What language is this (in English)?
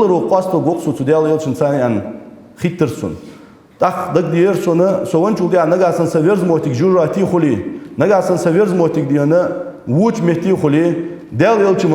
Ingush